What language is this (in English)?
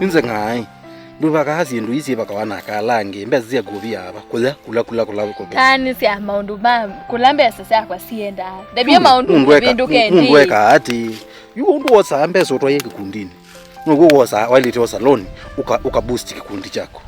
Kamba